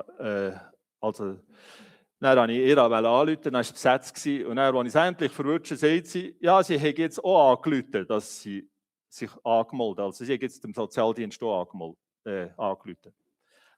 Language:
Swiss German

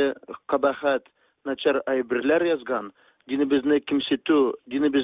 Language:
Tatar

